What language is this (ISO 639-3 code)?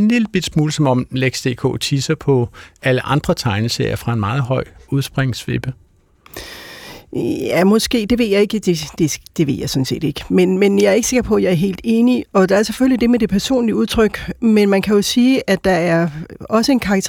dan